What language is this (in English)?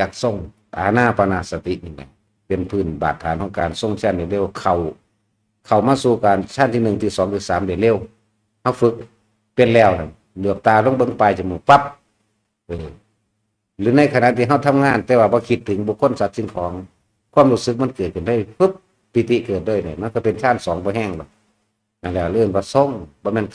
Northeastern Thai